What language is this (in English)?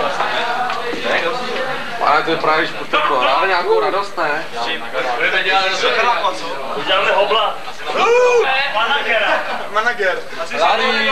Czech